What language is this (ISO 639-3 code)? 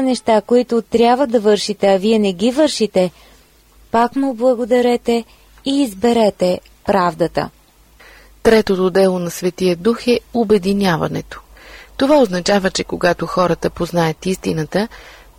bul